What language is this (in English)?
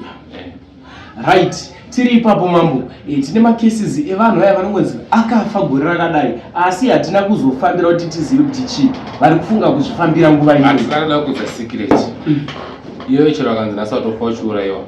Shona